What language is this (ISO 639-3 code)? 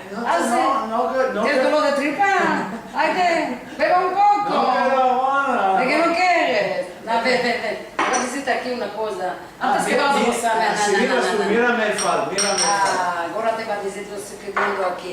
lad